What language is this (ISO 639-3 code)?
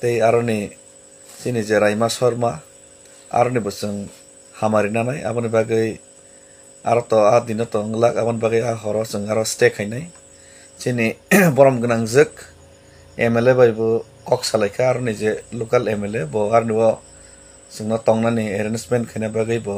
trp